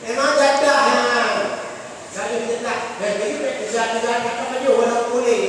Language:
Achinese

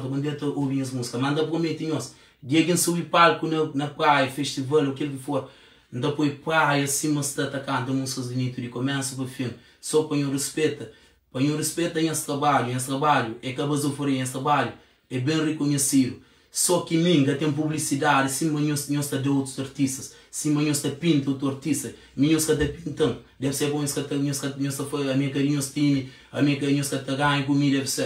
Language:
Kabuverdianu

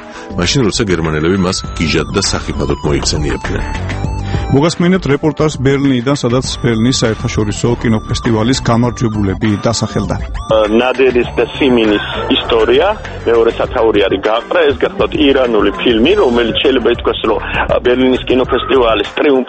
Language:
Georgian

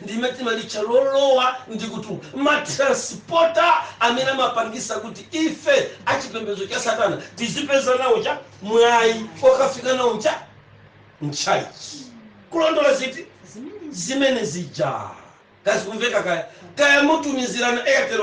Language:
Nyanja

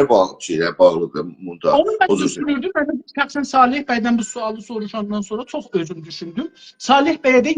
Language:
South Azerbaijani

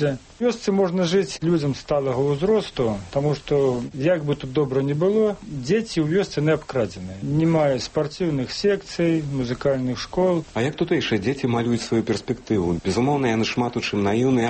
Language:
Belarusian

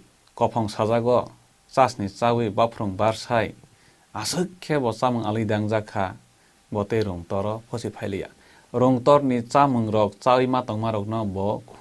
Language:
Kok Borok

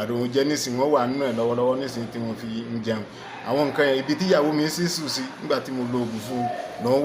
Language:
Yoruba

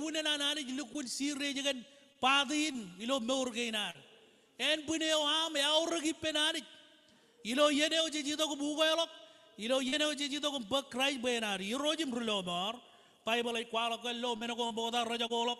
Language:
Marshallese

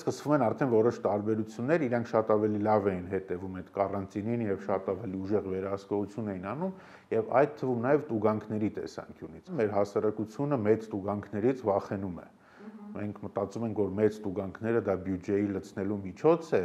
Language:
Armenian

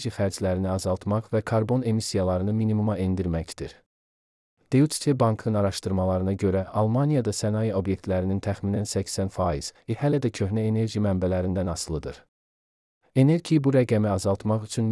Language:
Azerbaijani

